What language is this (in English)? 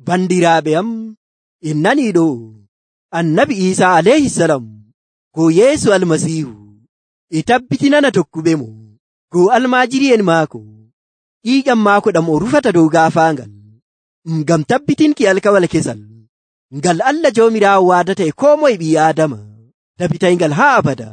Nigerian Fulfulde